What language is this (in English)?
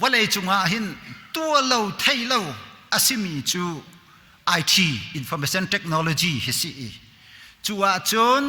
Hakha Chin